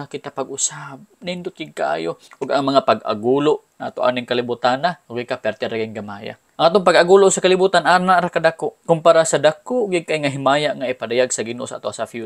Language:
Cebuano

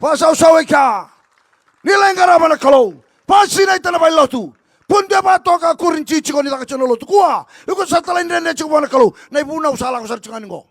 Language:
Fijian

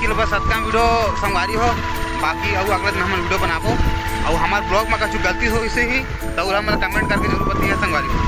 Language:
Chhattisgarhi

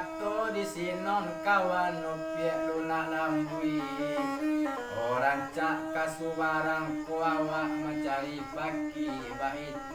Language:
Minangkabau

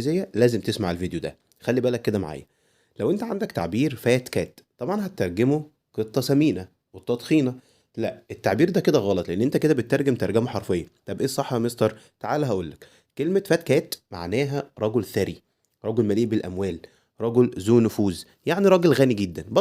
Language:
Egyptian Arabic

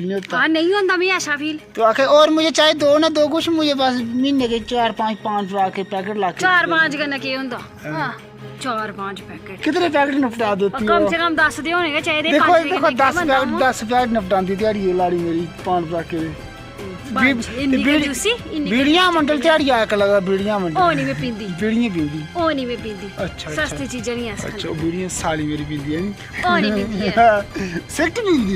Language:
Dogri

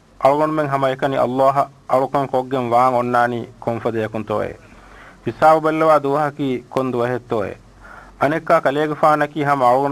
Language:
Divehi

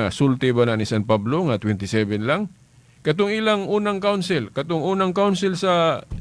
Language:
Cebuano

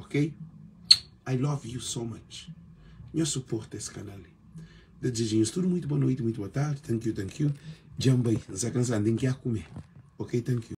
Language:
Kabuverdianu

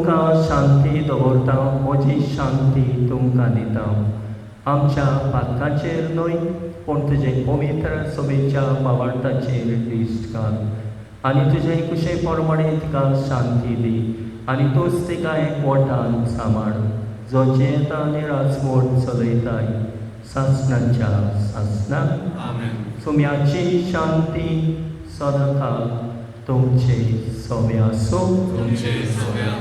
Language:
Konkani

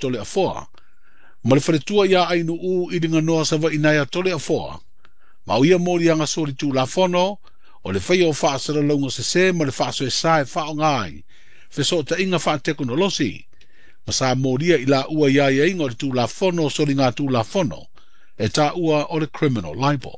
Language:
Samoan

